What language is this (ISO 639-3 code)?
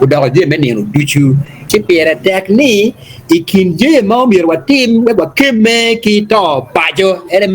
ach